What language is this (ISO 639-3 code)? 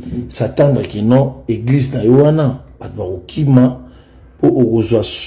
lin